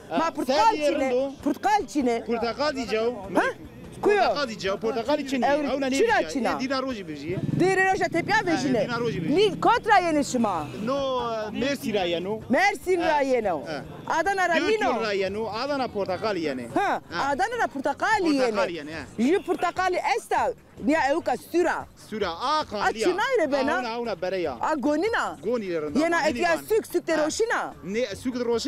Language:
Zaza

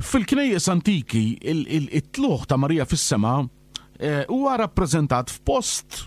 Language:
Maltese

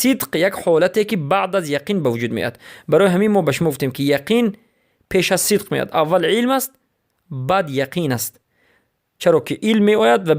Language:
Persian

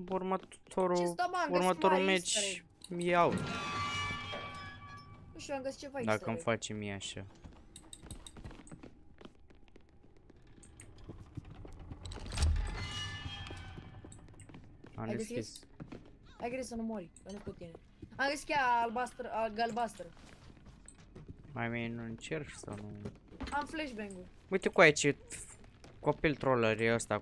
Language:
Romanian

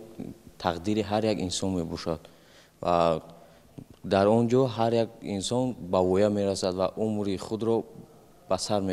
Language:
Tajik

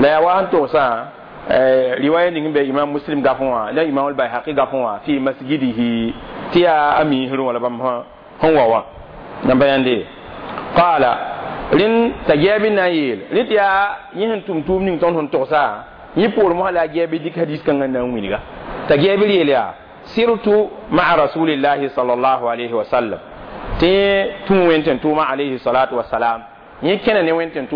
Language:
Mossi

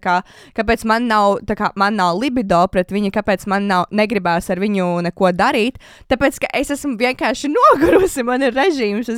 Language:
Latvian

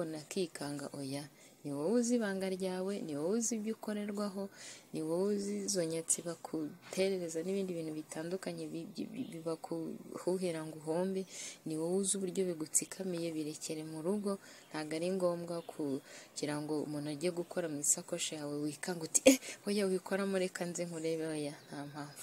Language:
Kinyarwanda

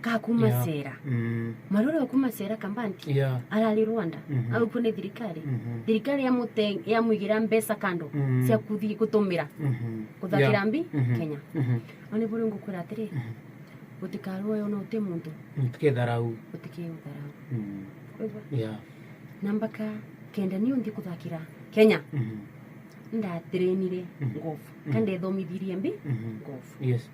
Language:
Meru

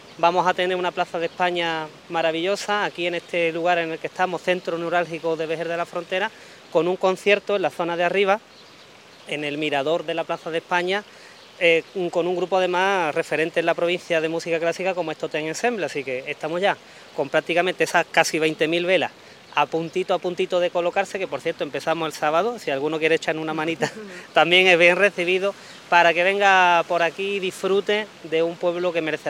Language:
Spanish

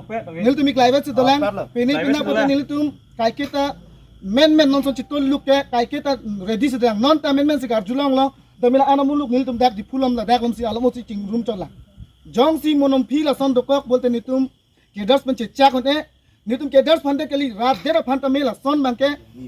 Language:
Karbi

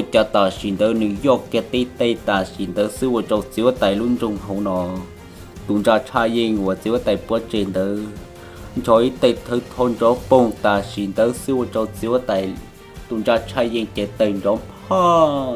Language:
Hmong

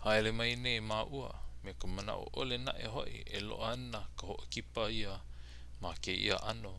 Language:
Hawaiian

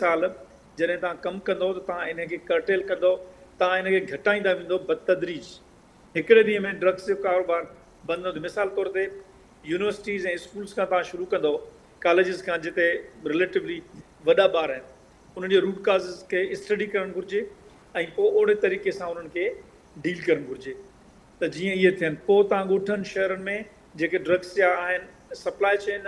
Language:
Sindhi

